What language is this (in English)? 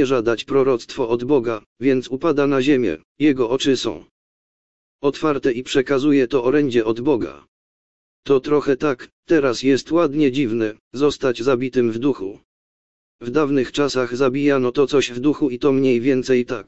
Polish